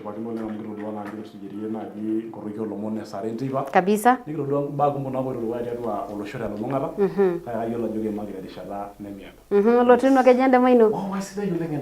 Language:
Masai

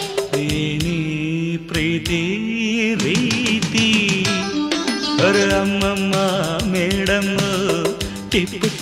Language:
Kannada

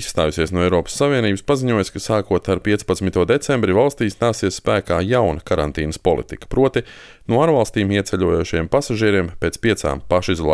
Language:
Latvian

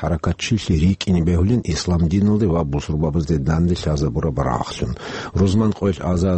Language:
Avaric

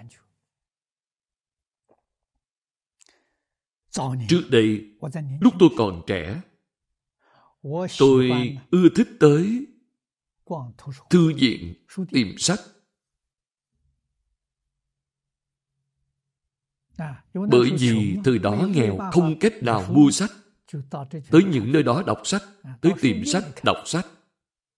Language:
Vietnamese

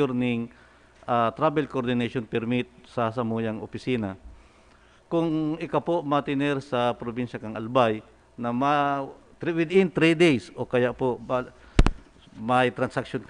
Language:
Bikol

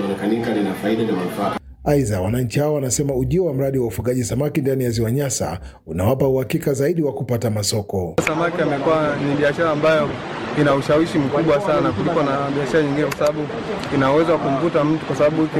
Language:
Swahili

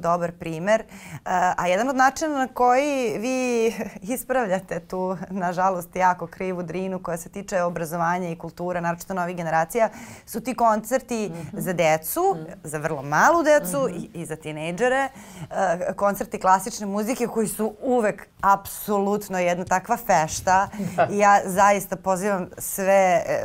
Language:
Serbian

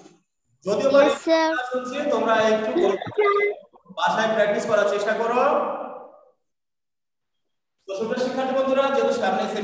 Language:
Bangla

